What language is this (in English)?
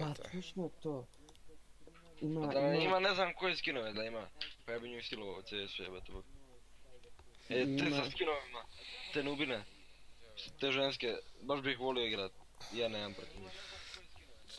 Croatian